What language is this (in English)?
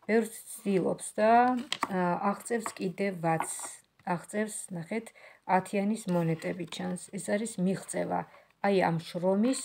Georgian